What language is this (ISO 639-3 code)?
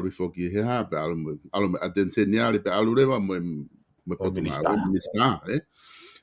ton